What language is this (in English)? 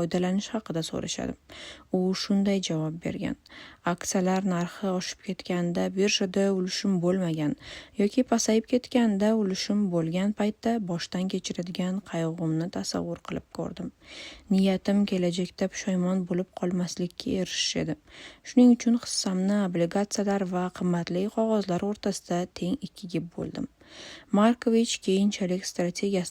Uzbek